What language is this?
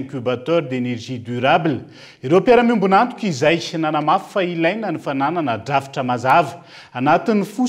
Malagasy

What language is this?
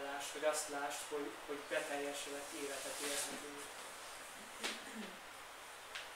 Hungarian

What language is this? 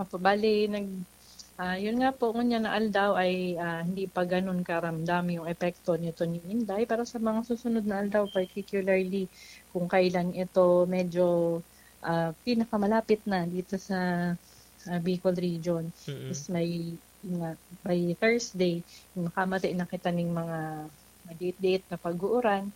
Bikol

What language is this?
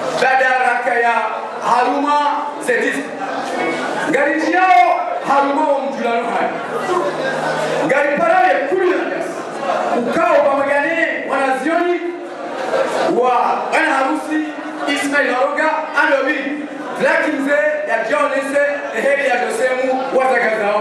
Swahili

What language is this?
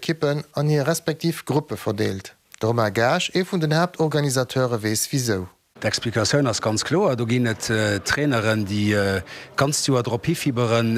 Luxembourgish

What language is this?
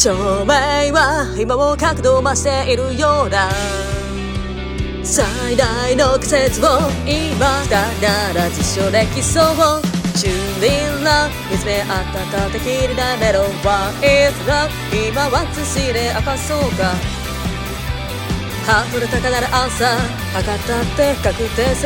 Japanese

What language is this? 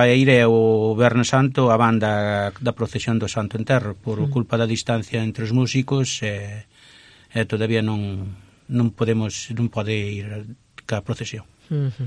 Galician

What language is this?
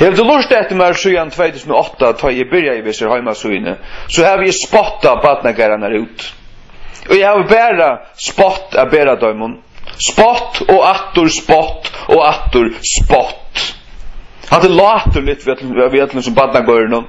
Faroese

